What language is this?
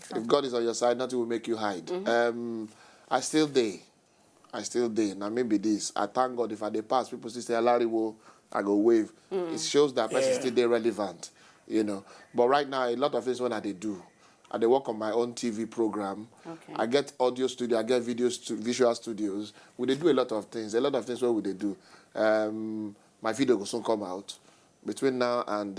Nigerian Pidgin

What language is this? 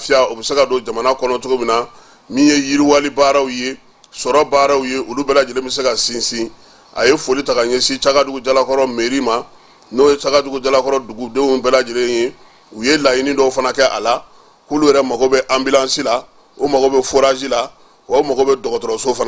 Bambara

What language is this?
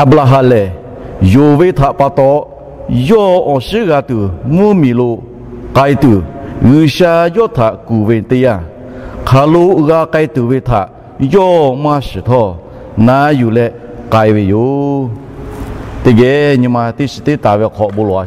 Lahu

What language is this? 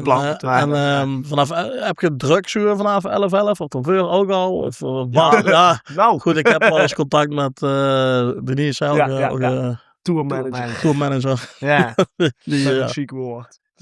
Limburgish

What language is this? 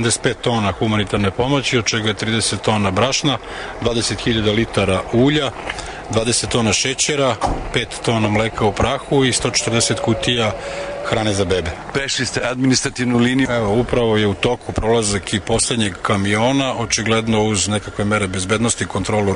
Serbian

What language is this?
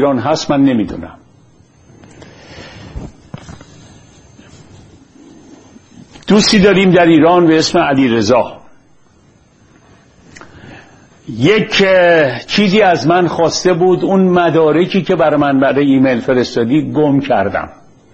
Persian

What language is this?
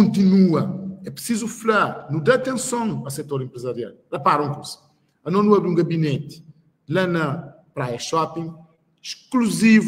Kabuverdianu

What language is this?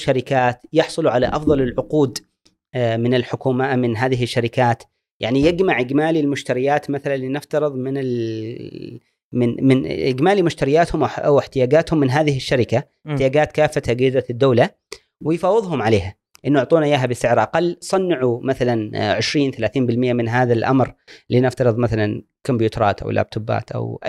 Gulf Arabic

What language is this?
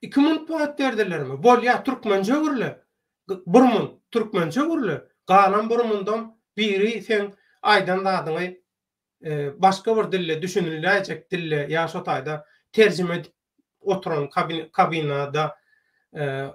Turkmen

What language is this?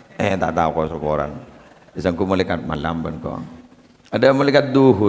Madurese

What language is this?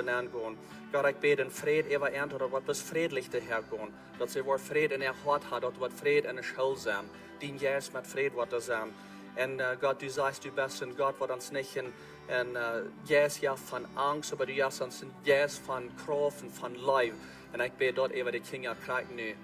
Plautdietsch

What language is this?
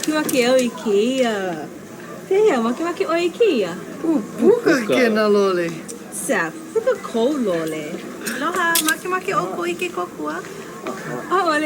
Hawaiian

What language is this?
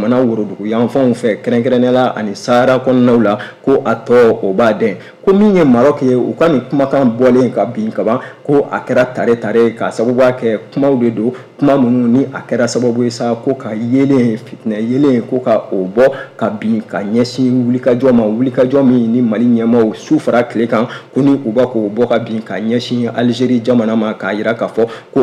Bambara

